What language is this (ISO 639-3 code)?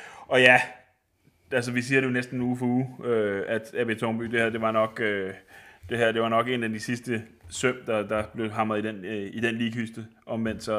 dan